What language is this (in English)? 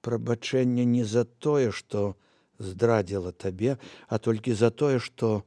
Belarusian